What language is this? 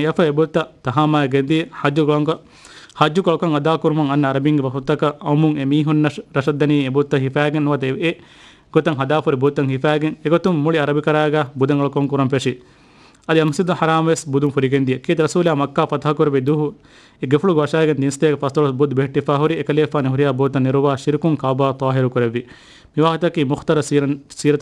Divehi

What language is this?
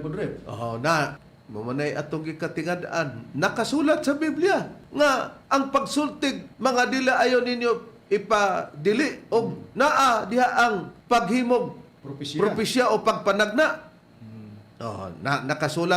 Cebuano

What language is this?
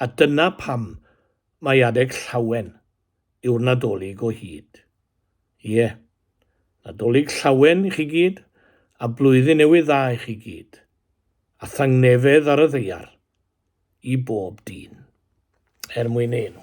Welsh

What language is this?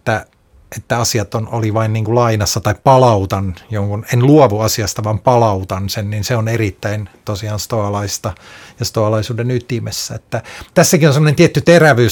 Finnish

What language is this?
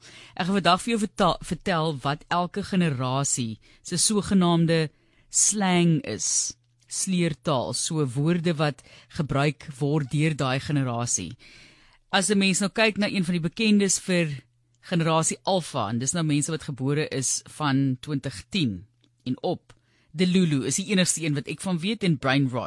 Afrikaans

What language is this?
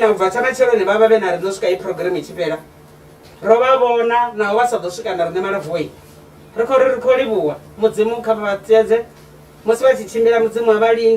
Venda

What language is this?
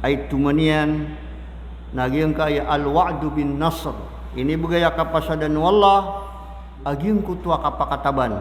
Maranao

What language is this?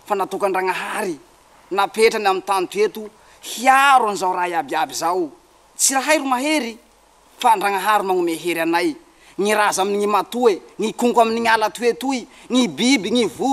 Malagasy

